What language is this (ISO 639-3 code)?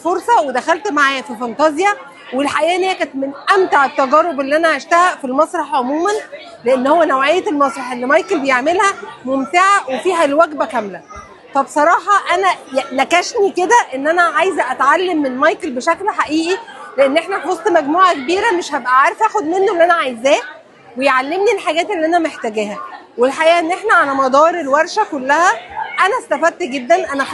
arz